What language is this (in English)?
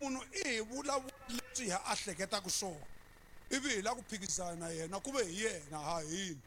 Tsonga